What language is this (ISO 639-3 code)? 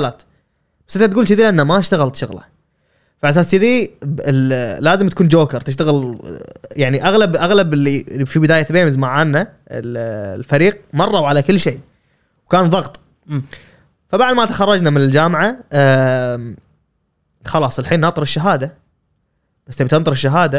afb